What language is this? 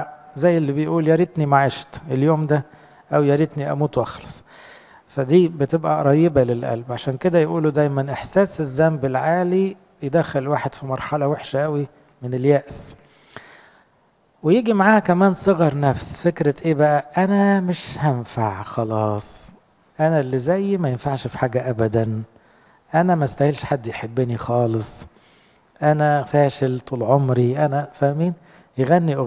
Egyptian Arabic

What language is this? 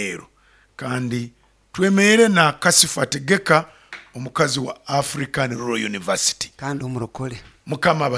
Nyoro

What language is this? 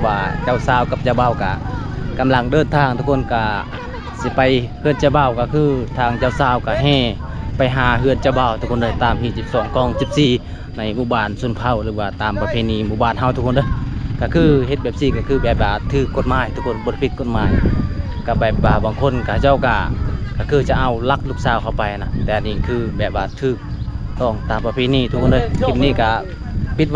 Lao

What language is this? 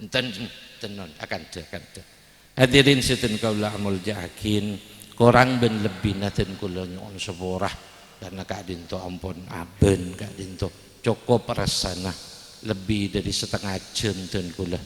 Madurese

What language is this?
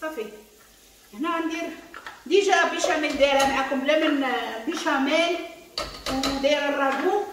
Moroccan Arabic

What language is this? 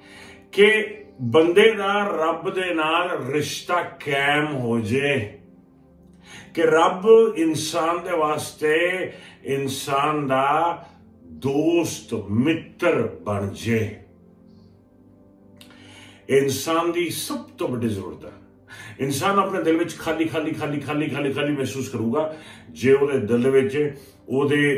Punjabi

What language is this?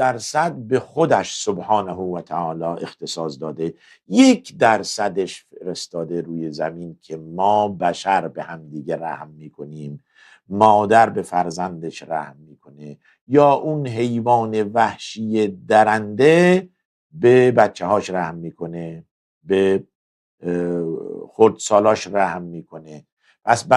Persian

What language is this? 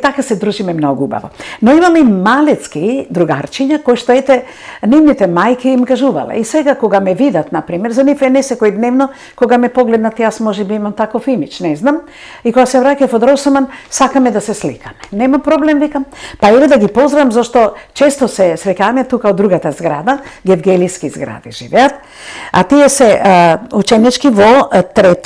Macedonian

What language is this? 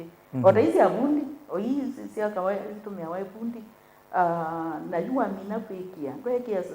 Kamba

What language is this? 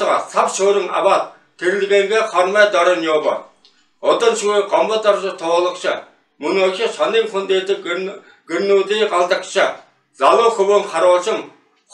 Buriat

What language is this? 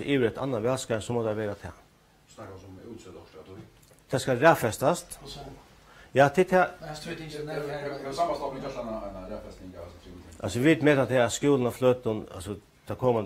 Faroese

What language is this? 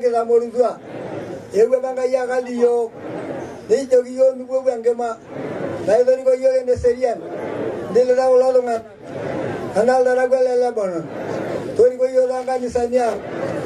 Masai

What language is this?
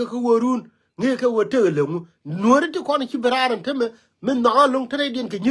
Nuer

